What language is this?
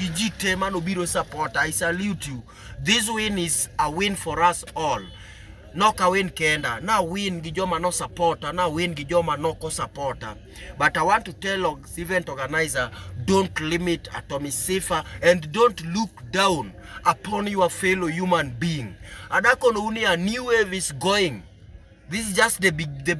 Luo (Kenya and Tanzania)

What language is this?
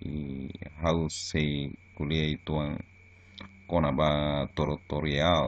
Tetum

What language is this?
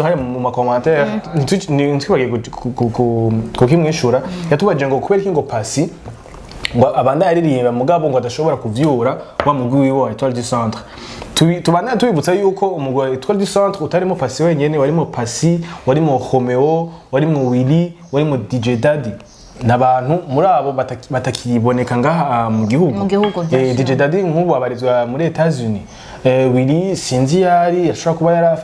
Rundi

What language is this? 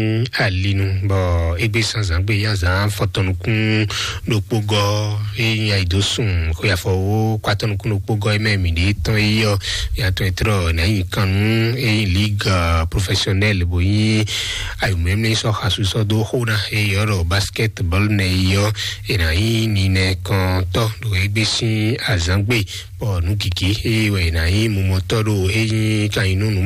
Fon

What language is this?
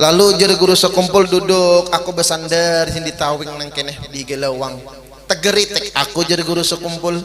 Banjar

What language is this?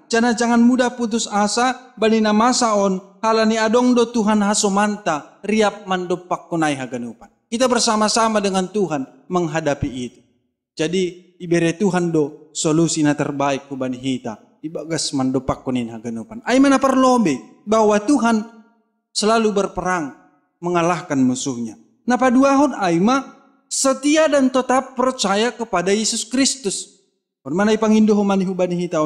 Batak Simalungun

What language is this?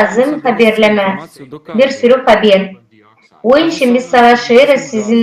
Gagauz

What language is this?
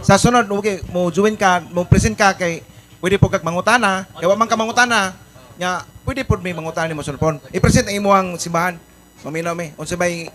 Cebuano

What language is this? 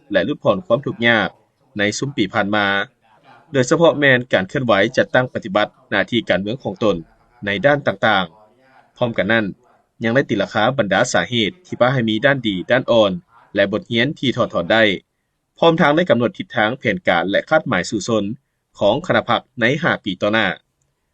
Lao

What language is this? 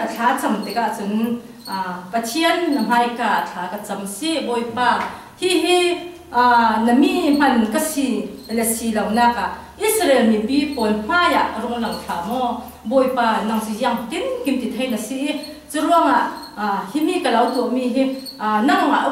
Hakha Chin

